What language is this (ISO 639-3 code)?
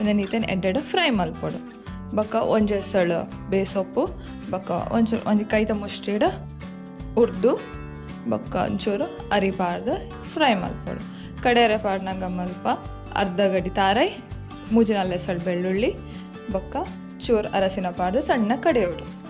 tcy